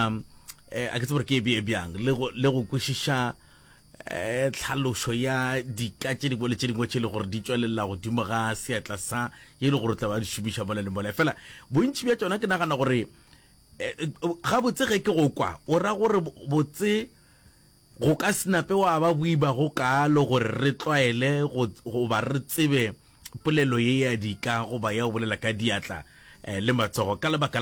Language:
Northern Sotho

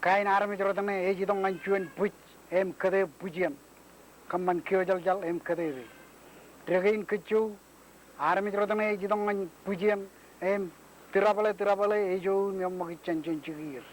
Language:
Marshallese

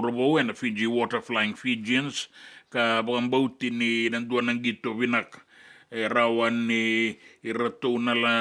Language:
Fijian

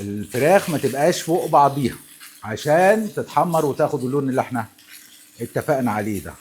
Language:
Egyptian Arabic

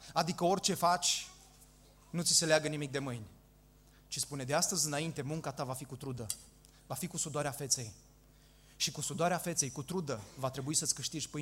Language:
Romanian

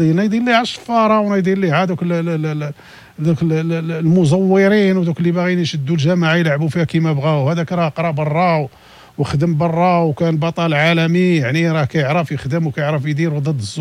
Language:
Moroccan Arabic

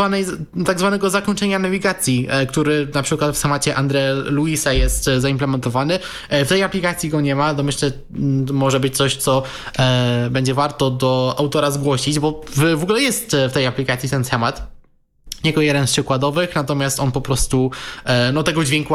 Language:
Polish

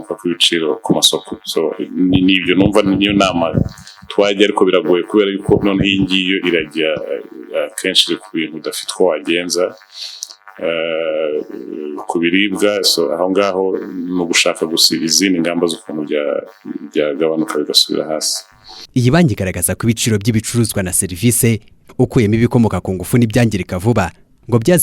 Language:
Kinyarwanda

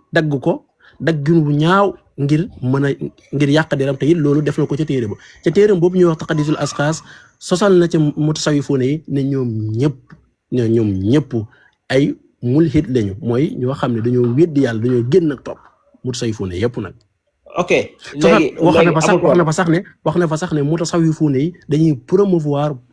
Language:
Wolof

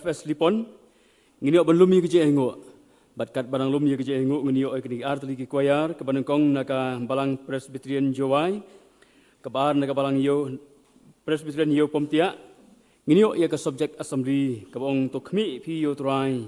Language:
Khasi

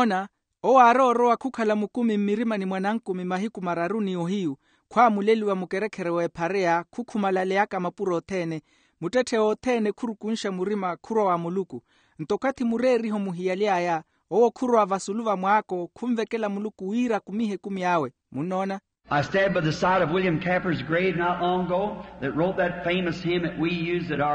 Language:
Makhuwa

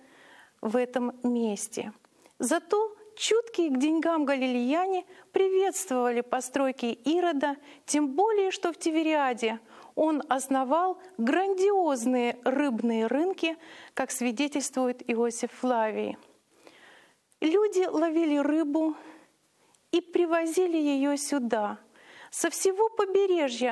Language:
Russian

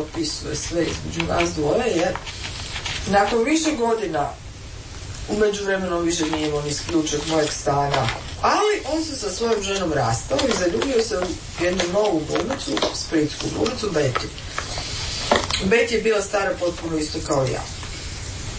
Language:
Croatian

